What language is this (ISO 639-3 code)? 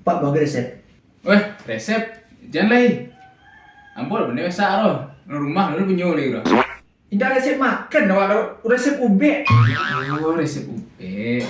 min